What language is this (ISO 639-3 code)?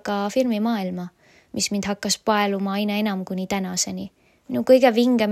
est